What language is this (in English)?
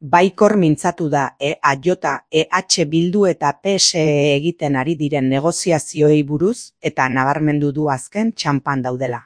Basque